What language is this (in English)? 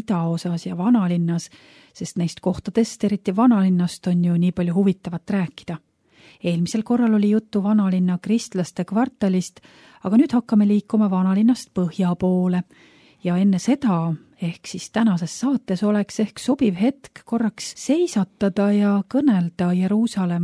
Estonian